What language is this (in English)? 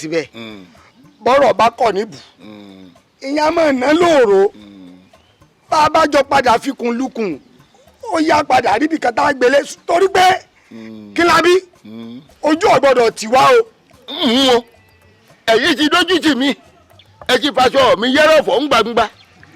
Yoruba